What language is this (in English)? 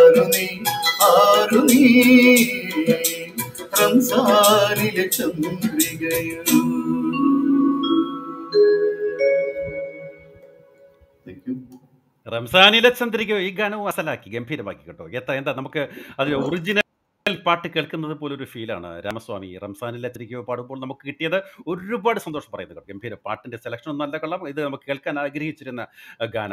Malayalam